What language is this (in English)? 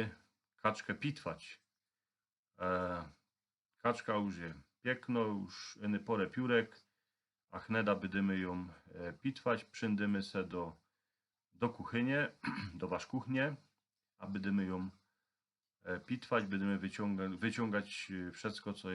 Silesian